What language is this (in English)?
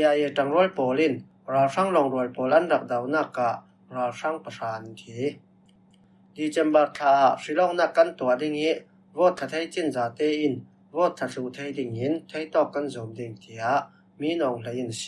Falam Chin